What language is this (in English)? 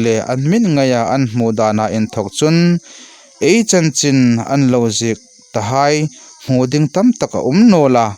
Hmar